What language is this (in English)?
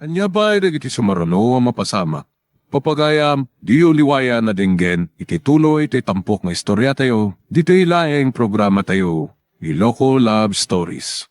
Iloko